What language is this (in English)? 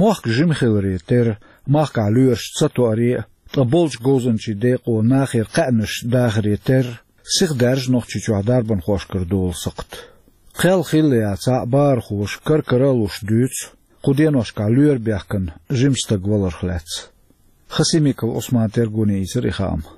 Chechen